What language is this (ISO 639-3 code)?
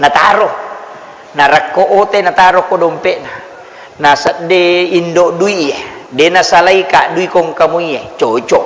bug